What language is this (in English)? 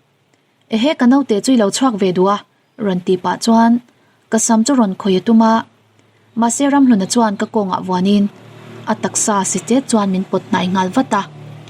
Mizo